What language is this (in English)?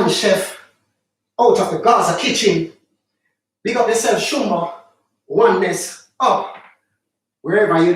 Jamaican Creole English